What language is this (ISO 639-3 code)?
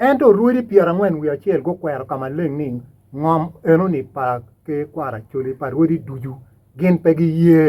ach